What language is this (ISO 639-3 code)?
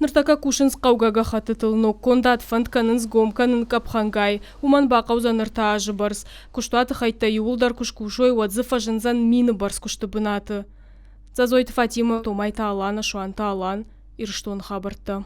oss